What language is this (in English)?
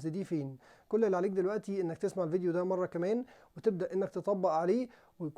Egyptian Arabic